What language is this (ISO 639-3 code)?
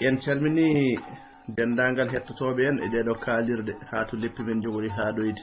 ful